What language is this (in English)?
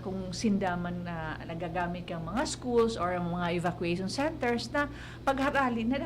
Bikol